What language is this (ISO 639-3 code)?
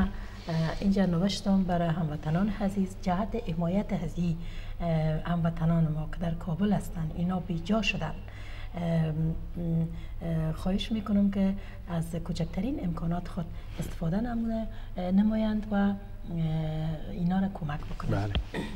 fas